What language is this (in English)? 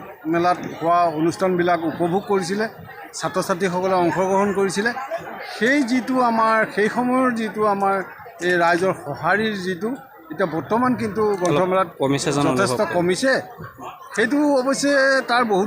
Assamese